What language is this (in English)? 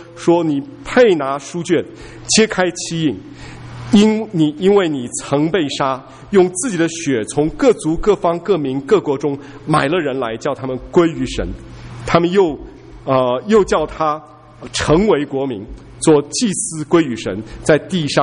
Chinese